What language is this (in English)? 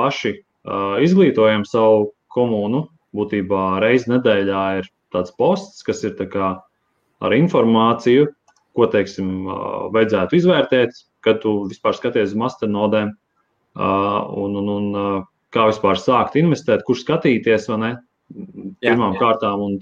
Latvian